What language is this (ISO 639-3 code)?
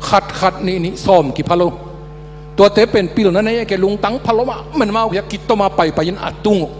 ctd